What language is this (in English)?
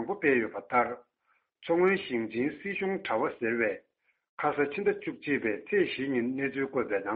Tibetan